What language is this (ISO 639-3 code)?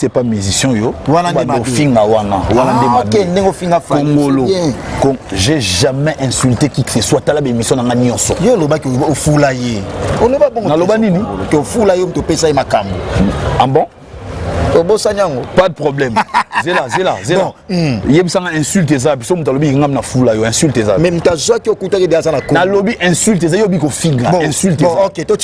lin